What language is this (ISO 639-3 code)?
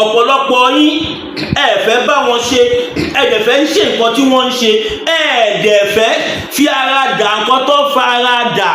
yor